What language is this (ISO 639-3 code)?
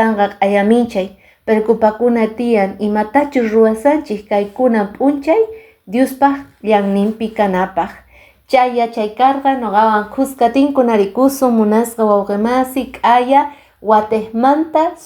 que